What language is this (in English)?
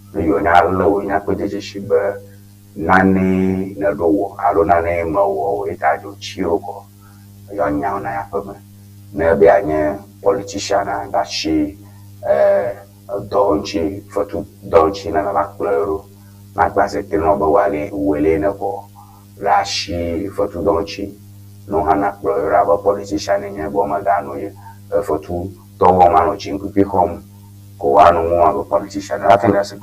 Ewe